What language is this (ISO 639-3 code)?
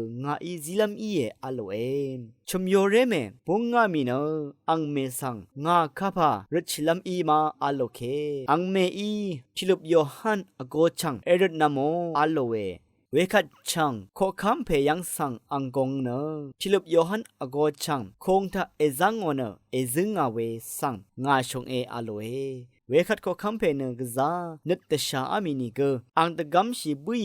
raw